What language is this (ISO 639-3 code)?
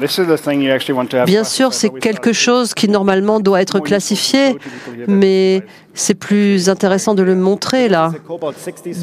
fra